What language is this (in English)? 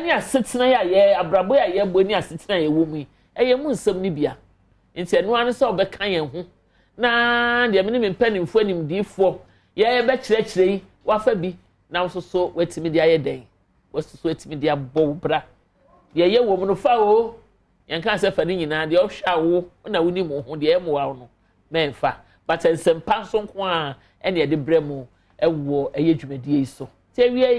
Akan